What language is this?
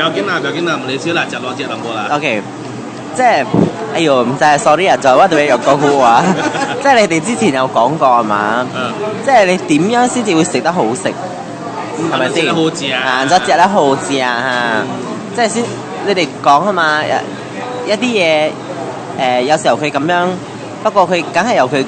Min Nan Chinese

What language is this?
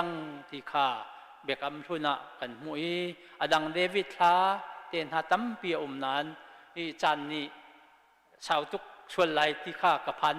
Hakha Chin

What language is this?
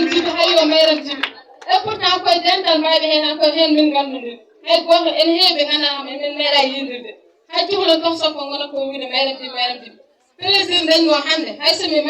Fula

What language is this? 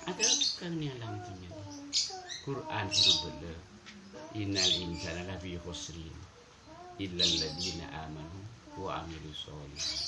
Madurese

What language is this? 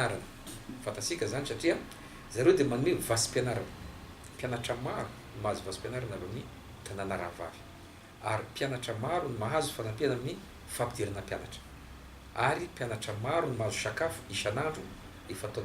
Malagasy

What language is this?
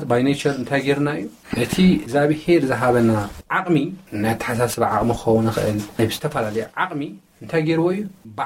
Tigrinya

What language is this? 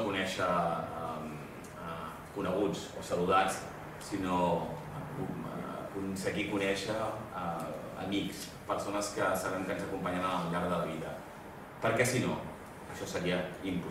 Catalan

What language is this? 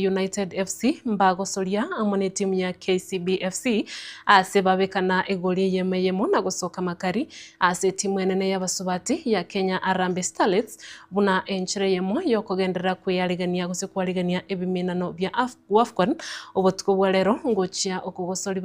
Gusii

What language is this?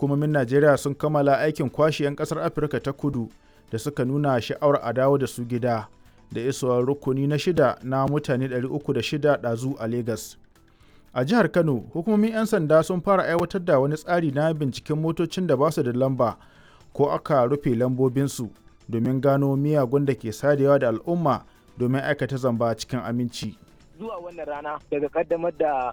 Hausa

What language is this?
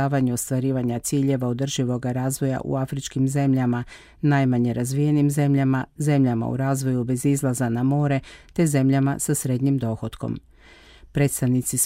Croatian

